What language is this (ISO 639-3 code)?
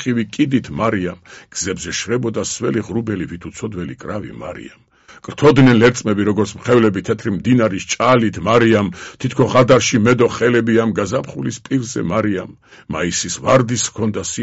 kat